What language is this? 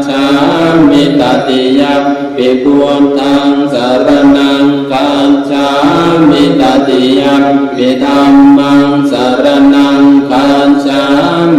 Pali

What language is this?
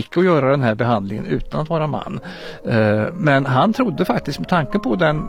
Swedish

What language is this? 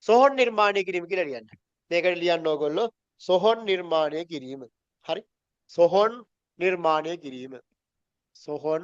Sinhala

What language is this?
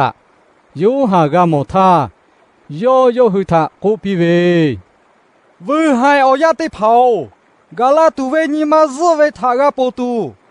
Lahu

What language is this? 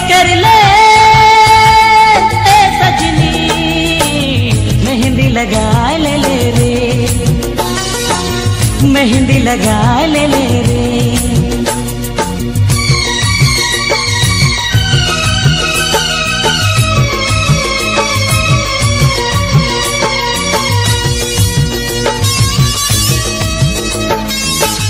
Sadri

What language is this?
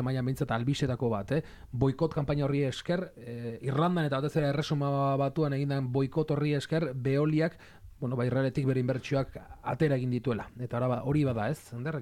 Basque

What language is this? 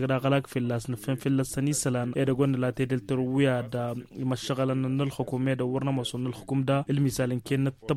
Tamasheq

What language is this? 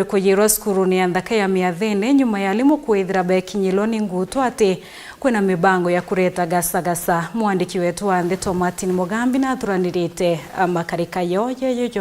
Meru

